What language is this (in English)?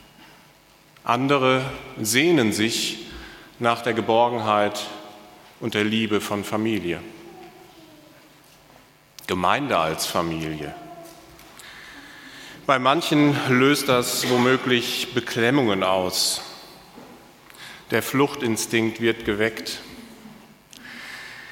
German